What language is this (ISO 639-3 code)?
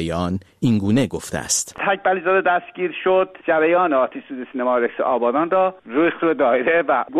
fas